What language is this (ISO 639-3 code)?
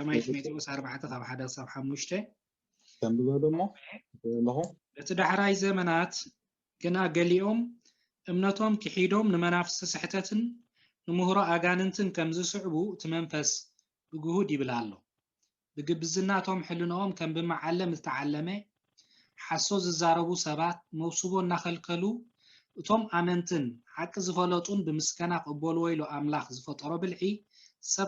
tir